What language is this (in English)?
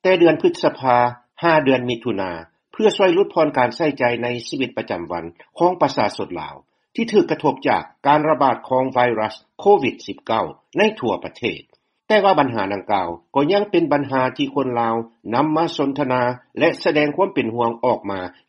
Lao